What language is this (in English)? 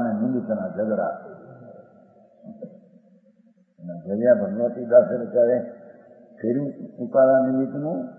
Gujarati